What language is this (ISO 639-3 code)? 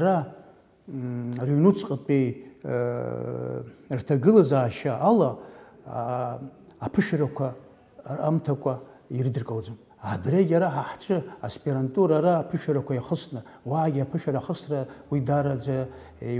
abk